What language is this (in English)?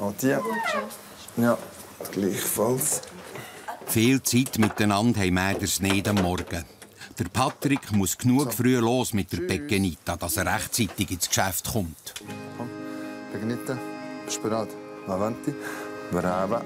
Swiss German